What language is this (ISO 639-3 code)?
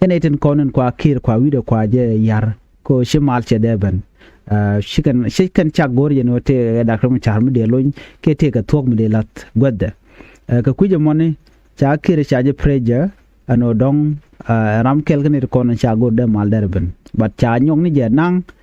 nus